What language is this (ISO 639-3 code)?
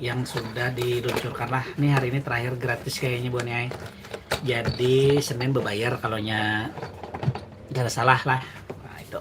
bjn